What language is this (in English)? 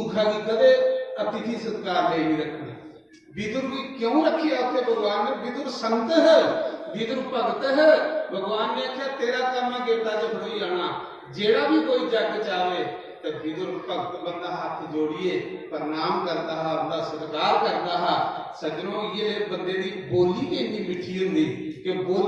Dogri